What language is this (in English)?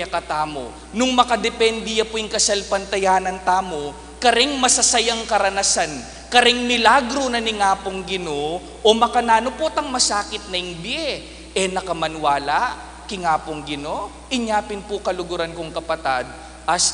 Pampanga